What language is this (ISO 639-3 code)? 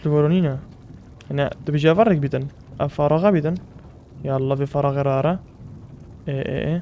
kur